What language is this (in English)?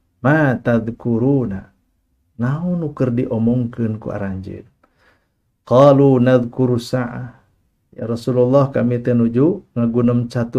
Sundanese